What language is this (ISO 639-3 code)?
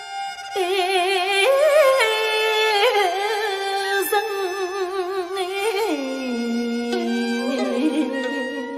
vie